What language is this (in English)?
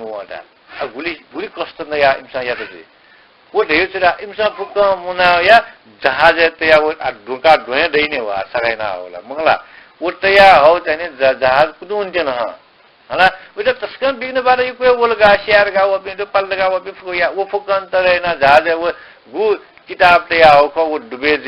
Newari